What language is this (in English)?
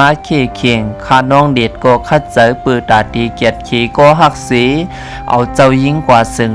Shan